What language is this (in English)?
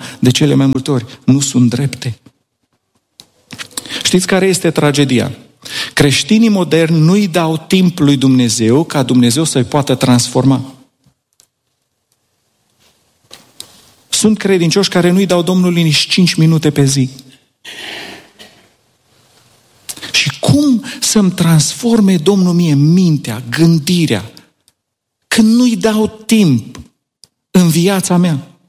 Romanian